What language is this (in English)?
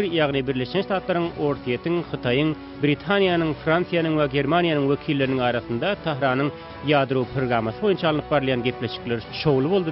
Turkmen